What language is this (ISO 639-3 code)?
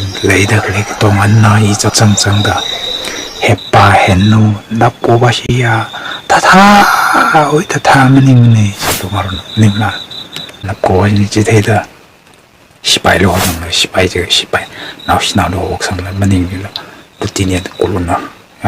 nmf